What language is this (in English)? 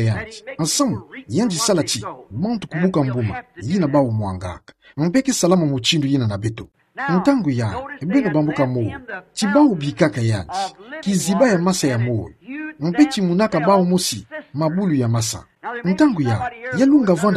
Kituba (Democratic Republic of Congo)